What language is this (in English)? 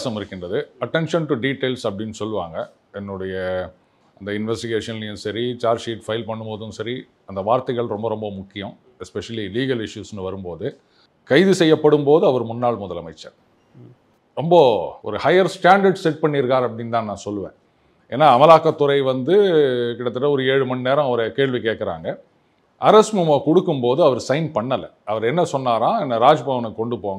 Tamil